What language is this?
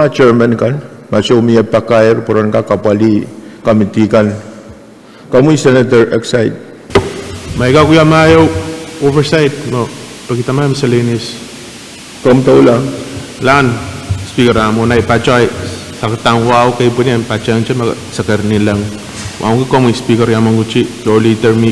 Pohnpeian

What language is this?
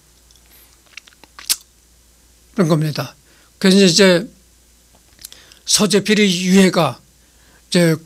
Korean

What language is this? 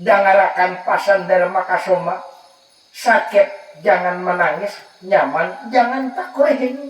Banjar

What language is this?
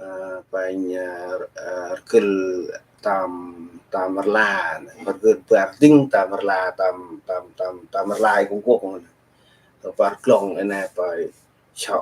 Central Mnong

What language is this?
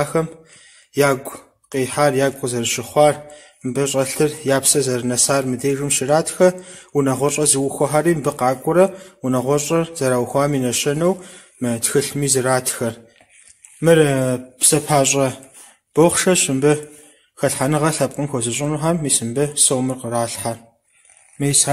Kabardian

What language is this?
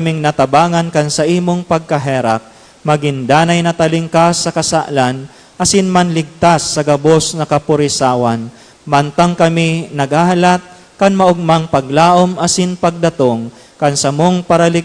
Bikol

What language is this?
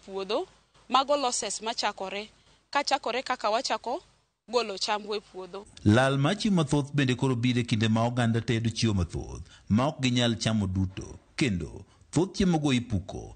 Luo (Kenya and Tanzania)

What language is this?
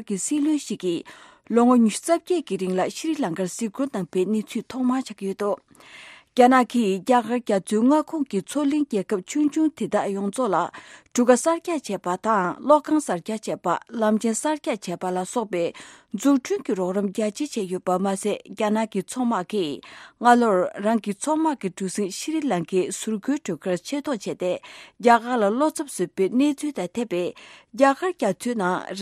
Tibetan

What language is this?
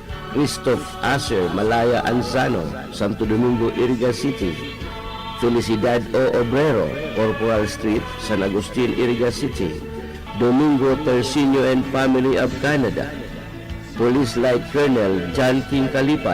Bikol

